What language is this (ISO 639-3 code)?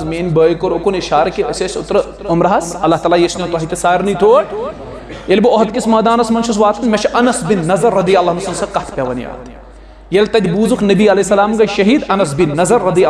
kas